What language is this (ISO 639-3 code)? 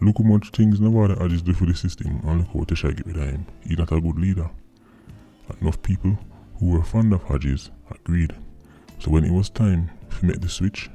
jam